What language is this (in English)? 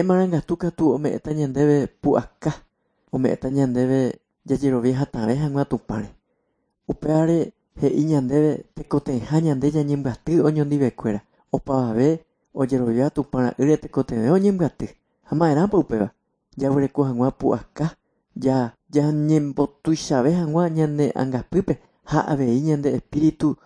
Guarani